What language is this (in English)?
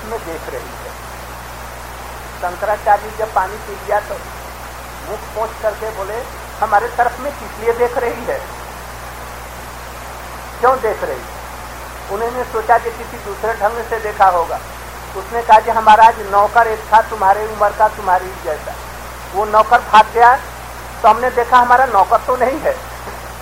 Hindi